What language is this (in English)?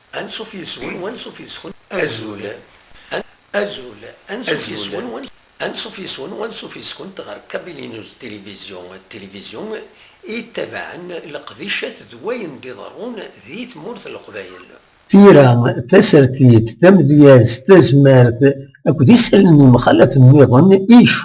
Kabyle